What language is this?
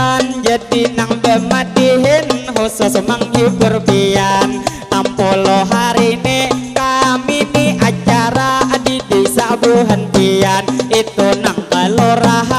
Banjar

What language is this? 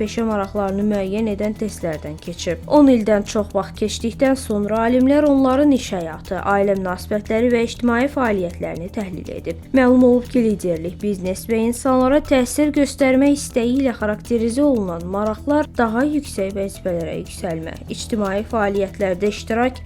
Azerbaijani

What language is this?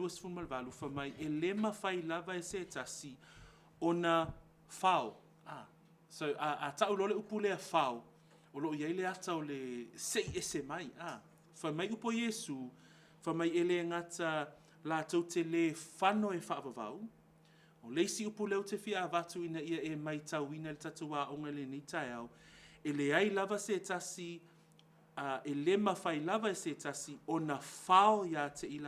Samoan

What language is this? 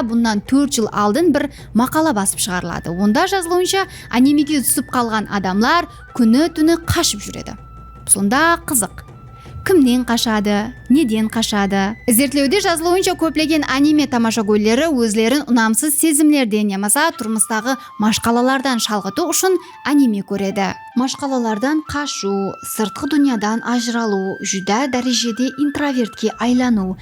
Kara-Kalpak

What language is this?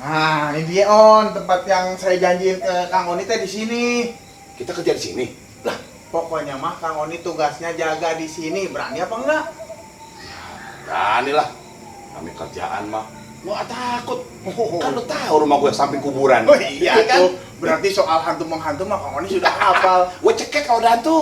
Betawi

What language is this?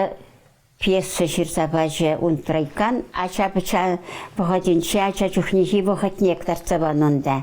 Chuvash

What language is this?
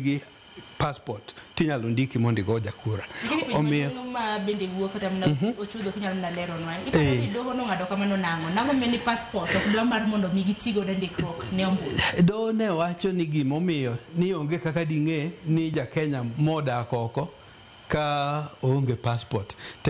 Luo (Kenya and Tanzania)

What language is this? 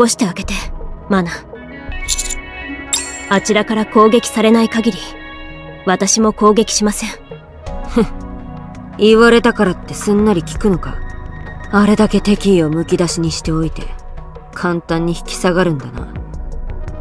Japanese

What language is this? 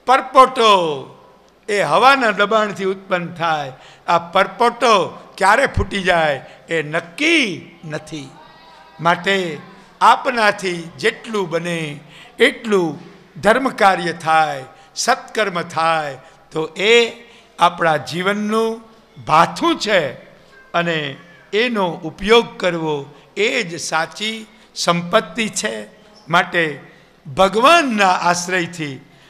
Gujarati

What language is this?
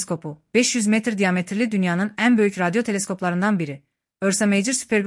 Azerbaijani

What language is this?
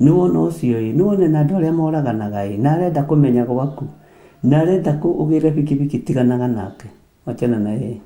Kikuyu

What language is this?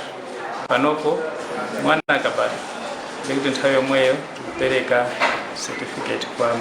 Nyanja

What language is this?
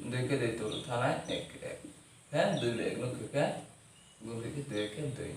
Riang (India)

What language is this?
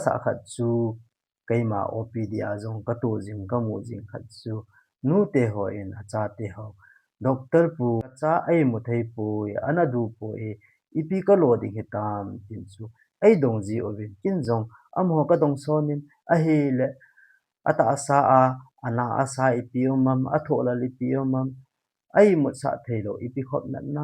Thado Chin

